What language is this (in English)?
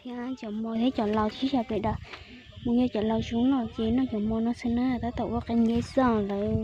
Hmong